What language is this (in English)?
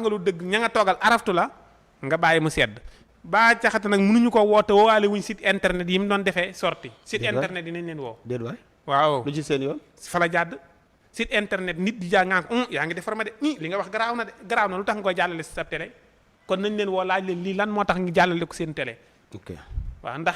Wolof